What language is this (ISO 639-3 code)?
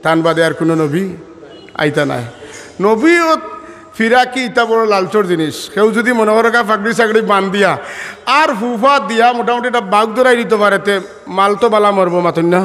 syl